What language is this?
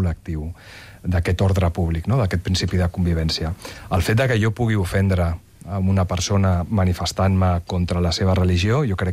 Catalan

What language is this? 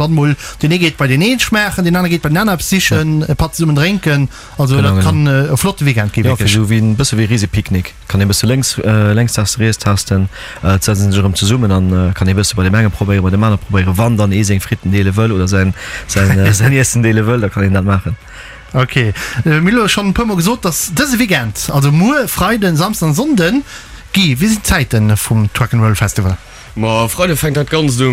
Luxembourgish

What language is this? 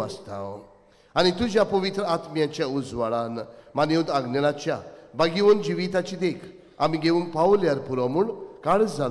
Konkani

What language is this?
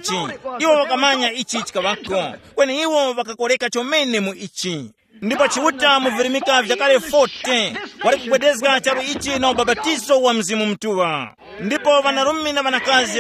Tumbuka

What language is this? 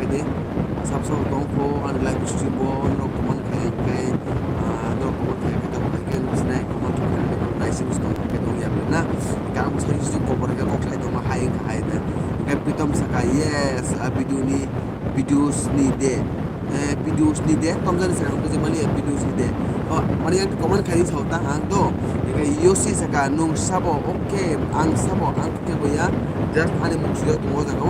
Kok Borok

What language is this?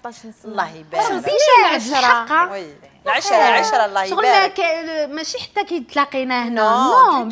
Algerian Arabic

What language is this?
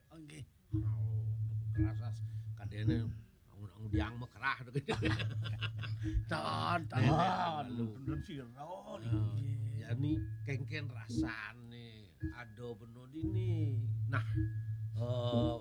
Balinese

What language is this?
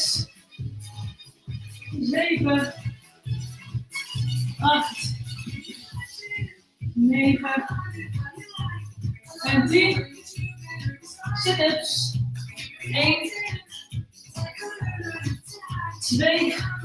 Dutch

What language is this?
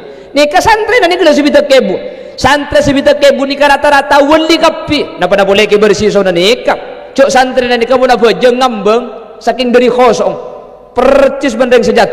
Madurese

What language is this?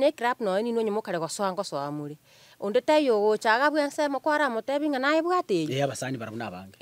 Gusii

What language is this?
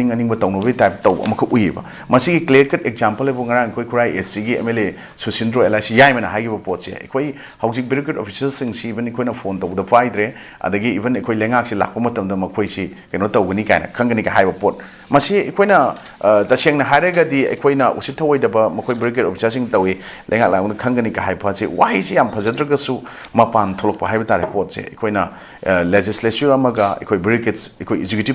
Manipuri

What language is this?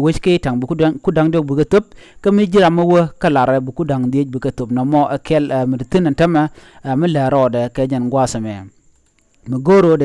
Nuer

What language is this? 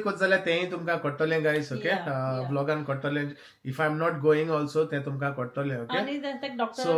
Konkani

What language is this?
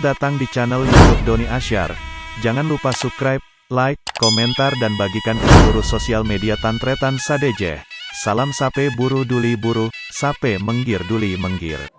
Madurese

